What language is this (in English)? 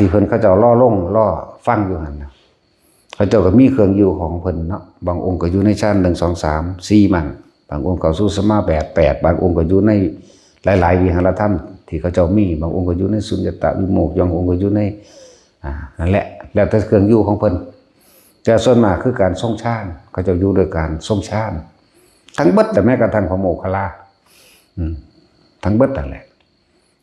Northeastern Thai